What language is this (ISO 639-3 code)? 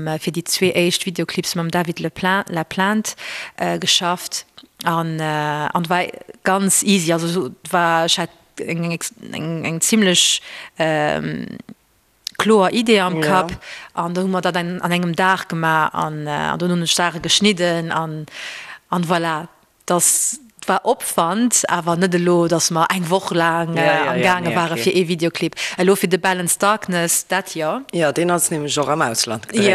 ltz